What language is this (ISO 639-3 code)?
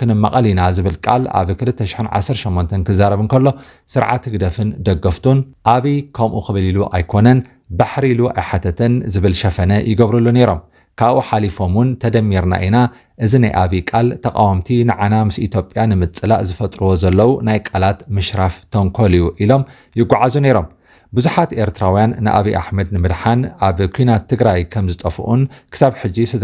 tir